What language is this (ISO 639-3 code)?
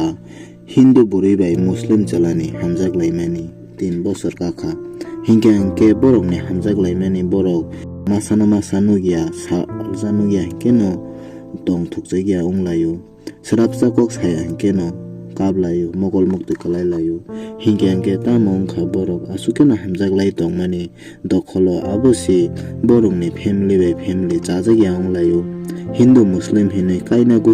trp